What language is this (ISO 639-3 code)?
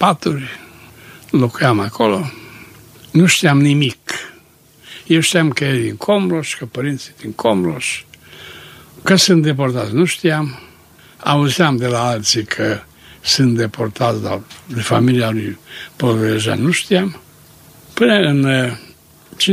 ron